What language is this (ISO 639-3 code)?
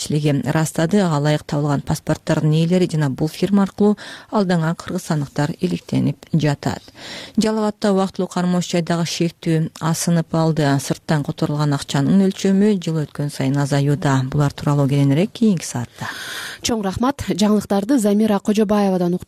kir